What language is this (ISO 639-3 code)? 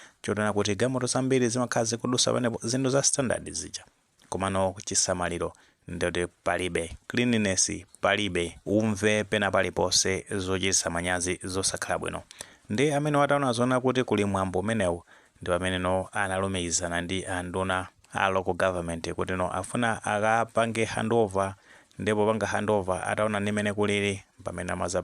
nya